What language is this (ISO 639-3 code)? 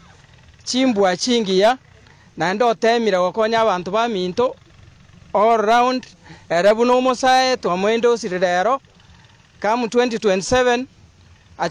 guz